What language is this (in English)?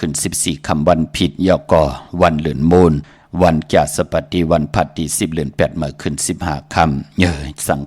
Shan